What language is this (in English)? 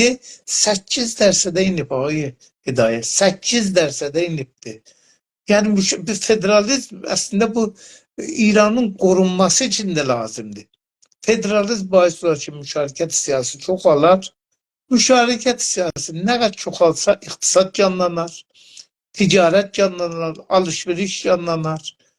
South Azerbaijani